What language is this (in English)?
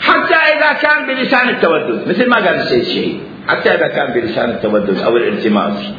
Mesopotamian Arabic